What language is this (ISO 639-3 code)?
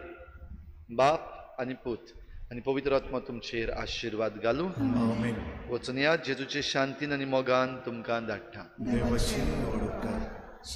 kok